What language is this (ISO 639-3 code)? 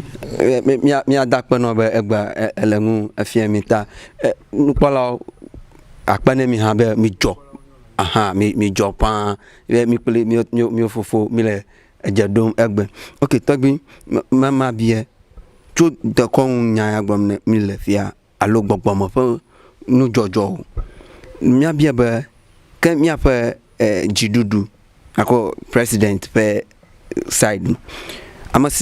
ewe